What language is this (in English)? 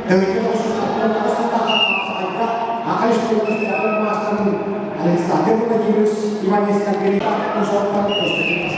Yakut